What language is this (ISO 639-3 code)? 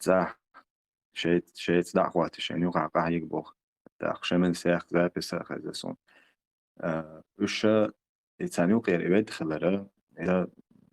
che